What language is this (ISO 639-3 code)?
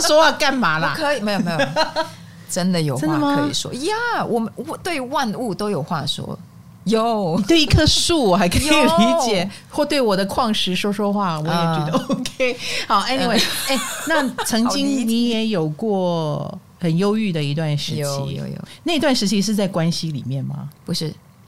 zho